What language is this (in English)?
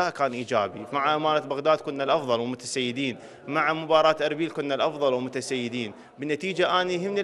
Mesopotamian Arabic